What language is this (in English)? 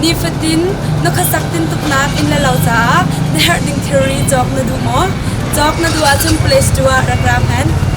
Hakha Chin